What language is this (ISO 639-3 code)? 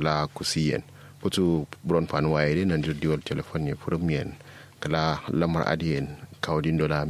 kau